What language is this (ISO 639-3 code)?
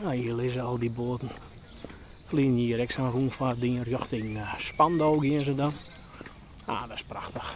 fry